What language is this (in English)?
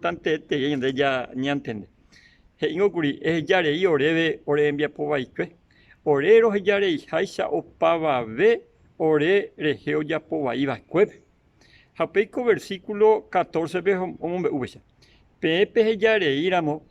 Guarani